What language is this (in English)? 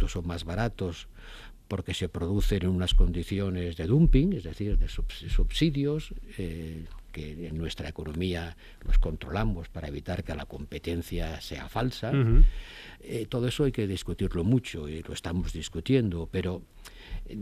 Spanish